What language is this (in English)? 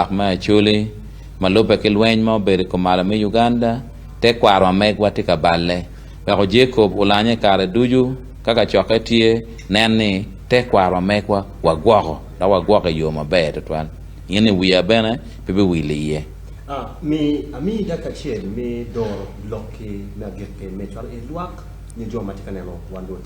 Acoli